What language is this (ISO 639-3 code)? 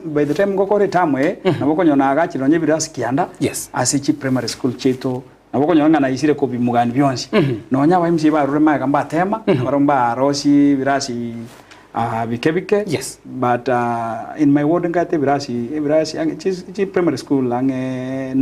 guz